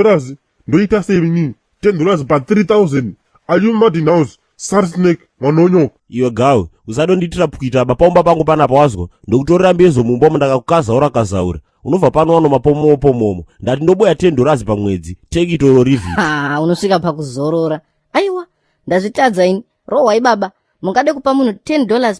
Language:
Shona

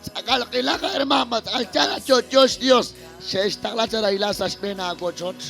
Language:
Kekchí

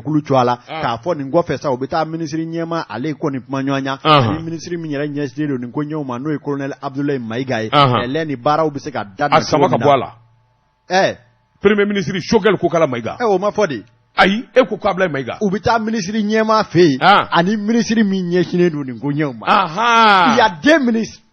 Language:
Bambara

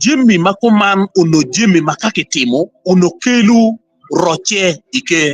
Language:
Acoli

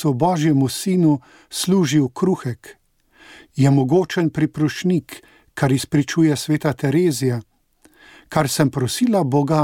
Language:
Slovenian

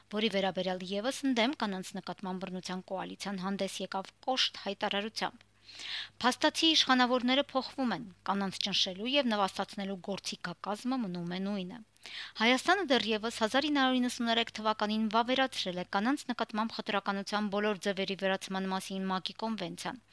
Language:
Armenian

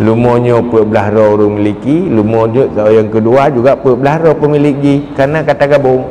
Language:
Achinese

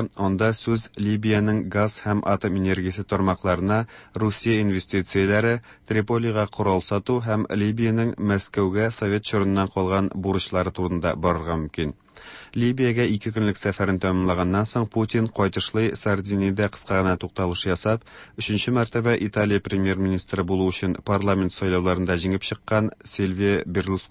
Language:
Tatar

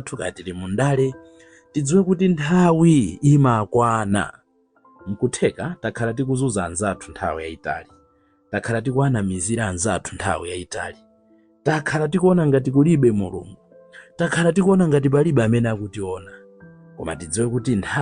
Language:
Nyanja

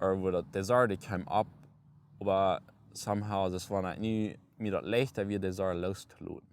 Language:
Plautdietsch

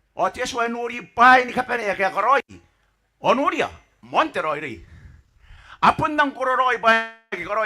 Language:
Gilbertese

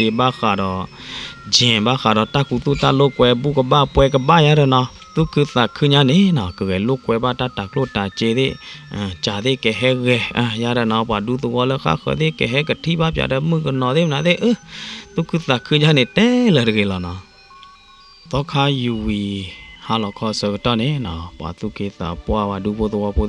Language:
S'gaw Karen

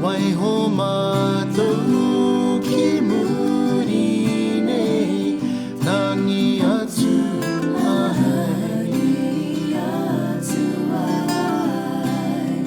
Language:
Māori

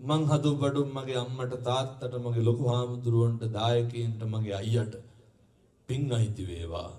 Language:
Sinhala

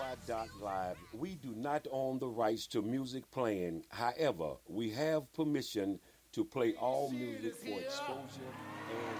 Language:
English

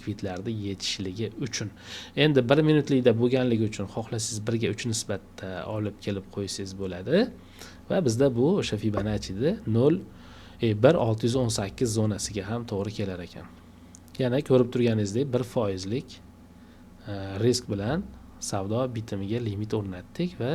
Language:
Uzbek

